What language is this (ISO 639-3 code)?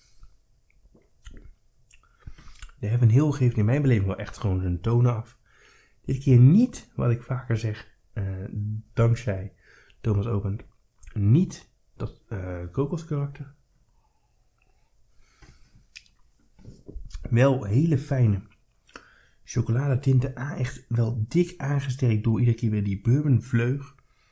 nld